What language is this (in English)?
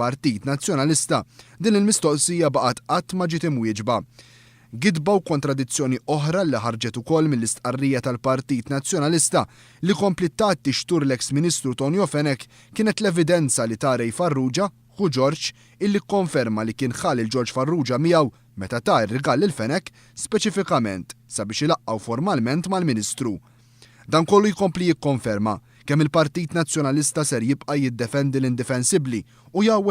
Maltese